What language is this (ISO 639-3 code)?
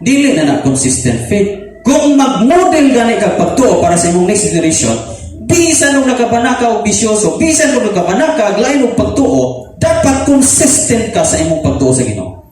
ceb